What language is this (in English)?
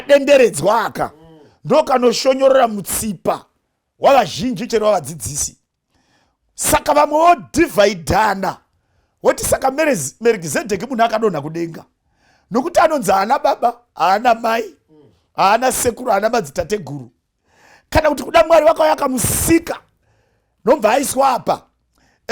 Shona